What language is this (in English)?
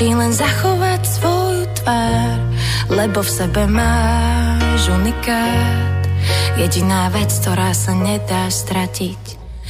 Slovak